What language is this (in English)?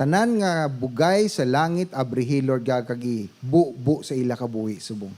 Hiligaynon